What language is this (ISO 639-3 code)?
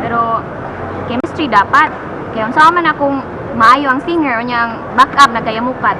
ceb